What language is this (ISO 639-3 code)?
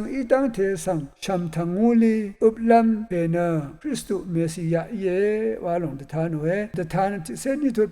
raw